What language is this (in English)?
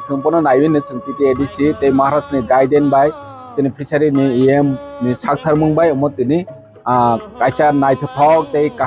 Kok Borok